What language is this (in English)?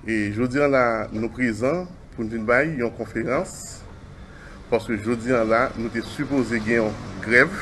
Haitian Creole